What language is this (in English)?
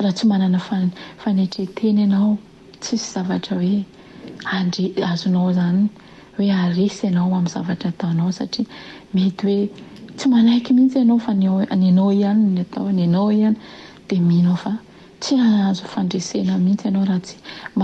Malagasy